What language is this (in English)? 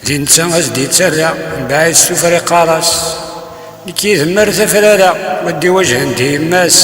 Kabyle